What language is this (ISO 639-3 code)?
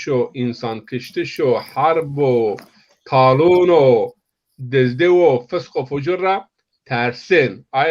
zza